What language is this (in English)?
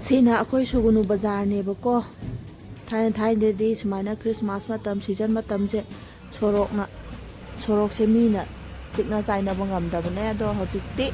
Manipuri